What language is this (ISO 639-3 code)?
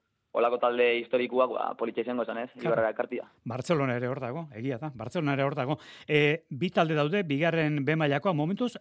eus